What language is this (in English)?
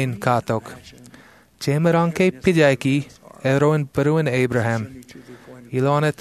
Marshallese